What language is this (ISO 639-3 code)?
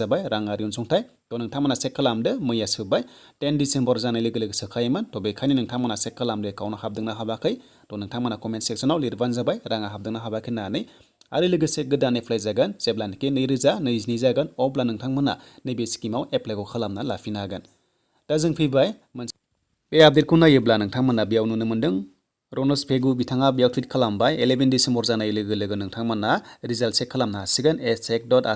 brx